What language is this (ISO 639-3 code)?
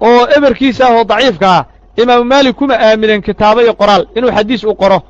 som